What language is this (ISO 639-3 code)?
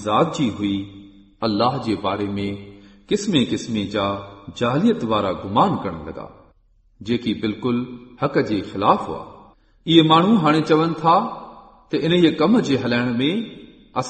snd